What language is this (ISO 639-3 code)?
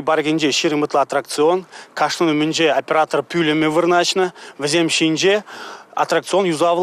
chv